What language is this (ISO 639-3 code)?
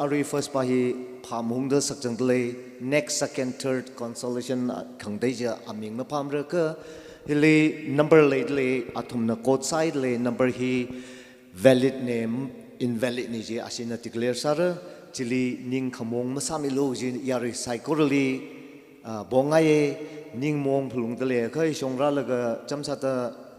nmf